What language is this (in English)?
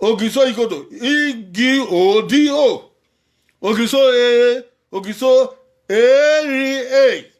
Bini